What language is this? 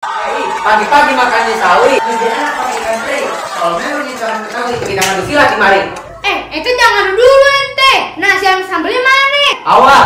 Betawi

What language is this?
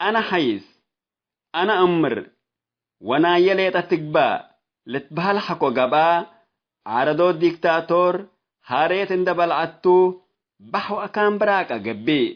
Tigre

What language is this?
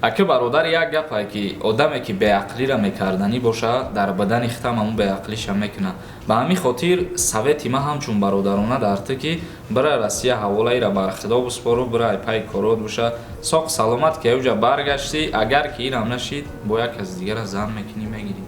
Tajik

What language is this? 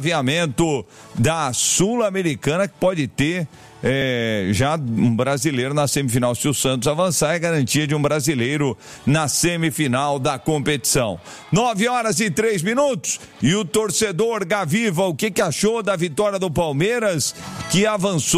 Portuguese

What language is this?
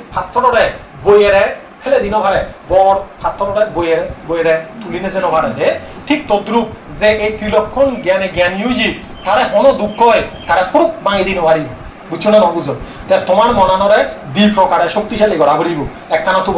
Chakma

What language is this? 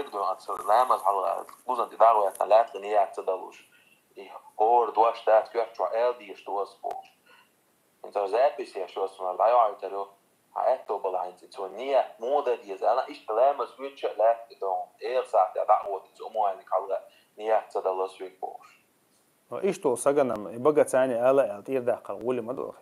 Chechen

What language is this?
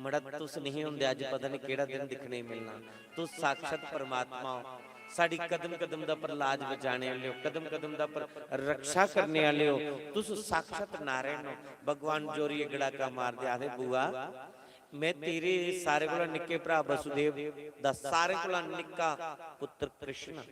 Dogri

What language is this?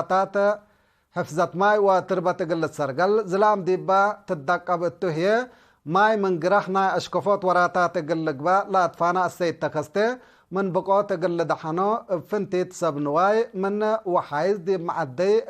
Tigre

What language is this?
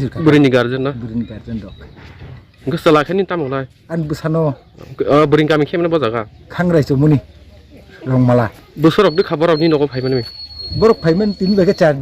Kok Borok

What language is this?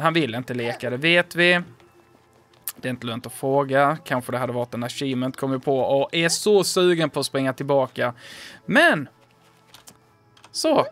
Swedish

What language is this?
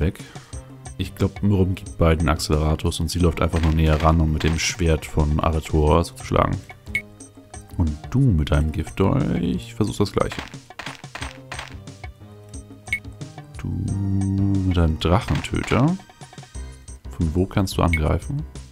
German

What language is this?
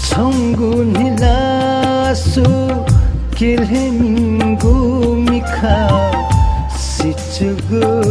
Newari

